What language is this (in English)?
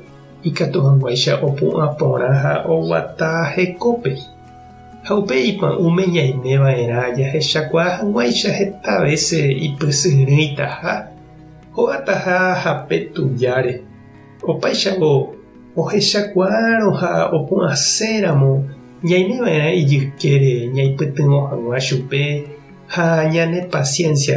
Guarani